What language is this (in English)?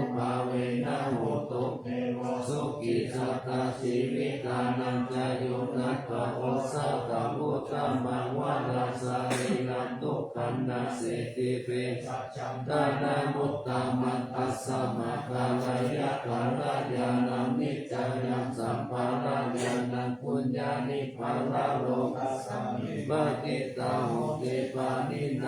Pali